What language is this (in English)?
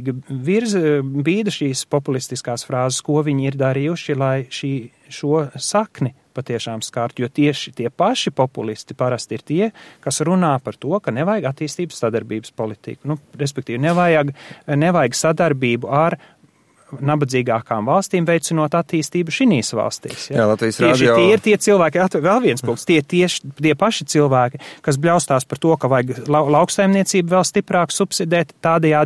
Latvian